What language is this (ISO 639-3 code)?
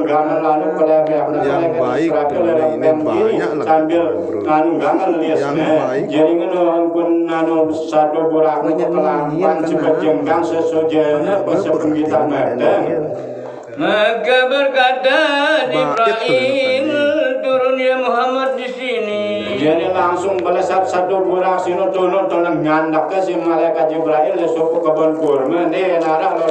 sas